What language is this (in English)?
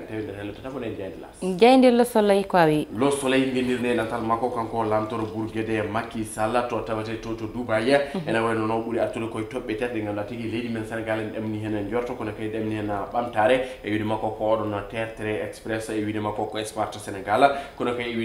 Fula